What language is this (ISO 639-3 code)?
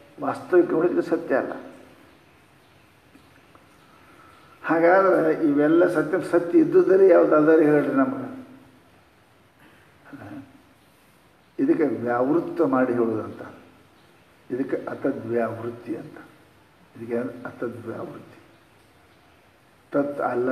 kan